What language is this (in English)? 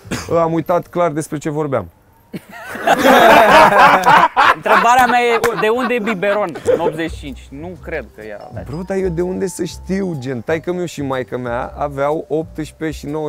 Romanian